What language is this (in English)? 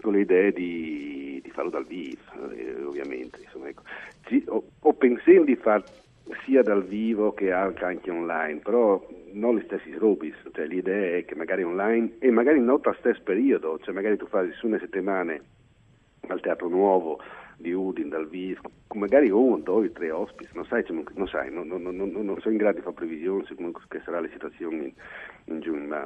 Friulian